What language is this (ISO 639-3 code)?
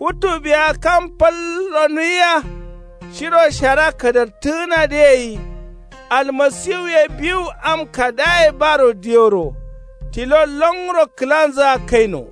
kau